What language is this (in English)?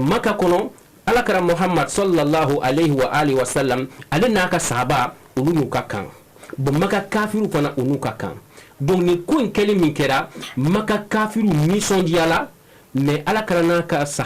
Bambara